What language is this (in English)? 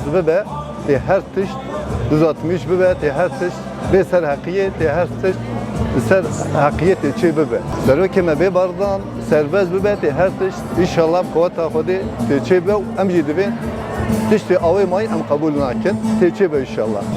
Kurdish